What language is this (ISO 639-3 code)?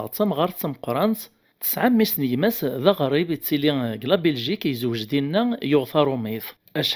kab